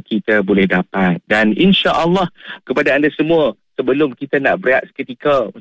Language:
Malay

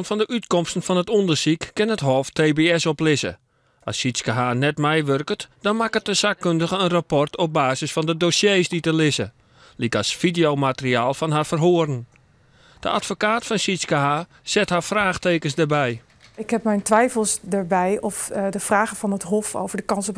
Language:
Western Frisian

